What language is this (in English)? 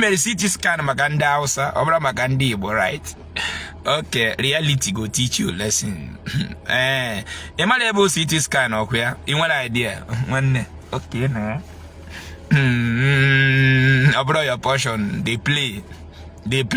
Igbo